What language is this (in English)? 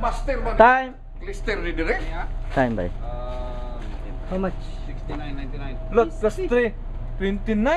Cebuano